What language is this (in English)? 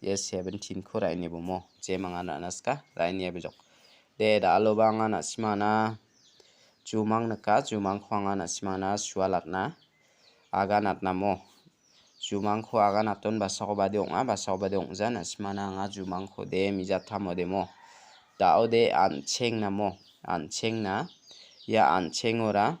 Garo